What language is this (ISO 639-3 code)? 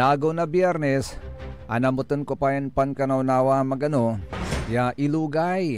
pag